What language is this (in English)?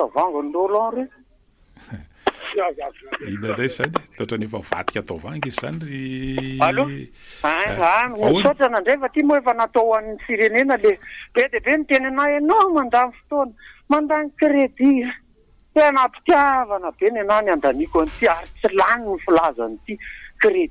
Malagasy